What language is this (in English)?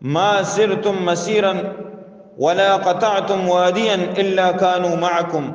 Eastern Balochi